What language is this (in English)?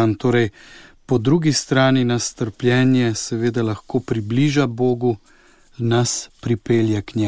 Slovenian